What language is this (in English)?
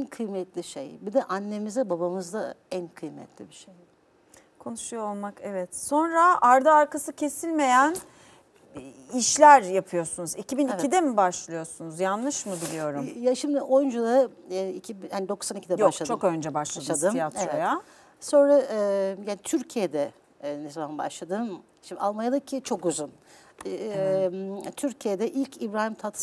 Turkish